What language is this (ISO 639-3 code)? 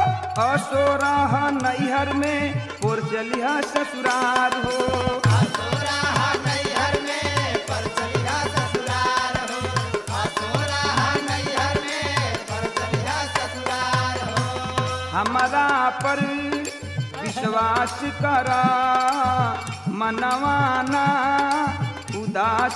bho